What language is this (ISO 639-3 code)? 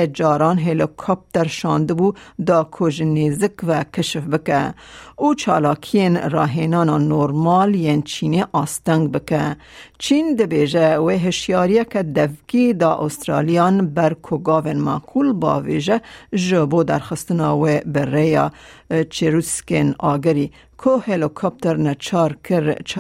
kur